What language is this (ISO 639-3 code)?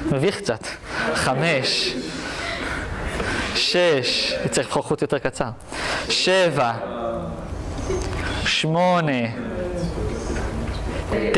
heb